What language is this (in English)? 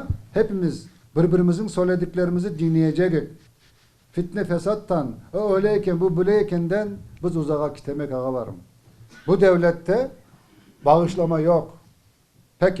Crimean Tatar